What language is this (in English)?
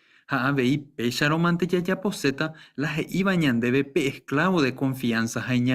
Guarani